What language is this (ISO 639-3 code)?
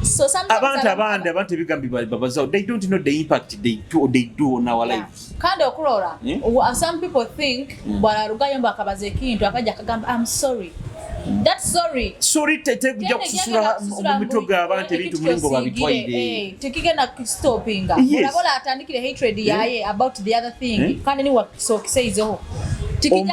nyo